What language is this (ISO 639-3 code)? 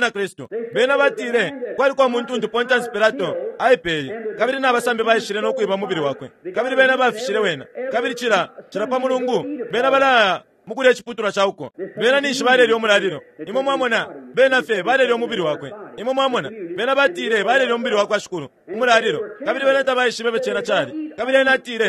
bem